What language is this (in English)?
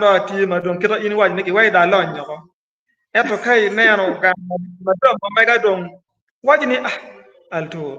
Acoli